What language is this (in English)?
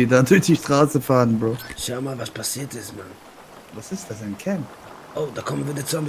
Swiss German